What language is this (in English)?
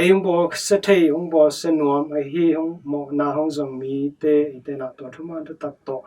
Tedim Chin